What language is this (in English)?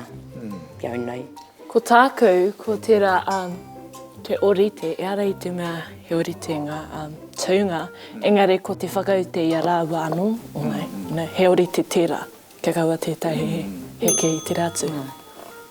Māori